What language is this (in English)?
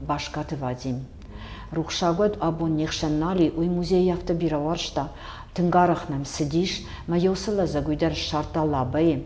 Ossetic